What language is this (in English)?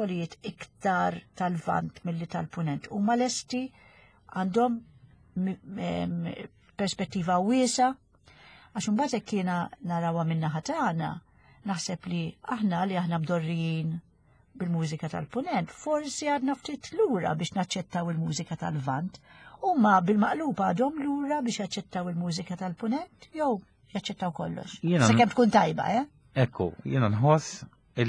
Maltese